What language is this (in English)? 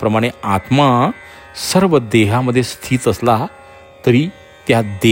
Marathi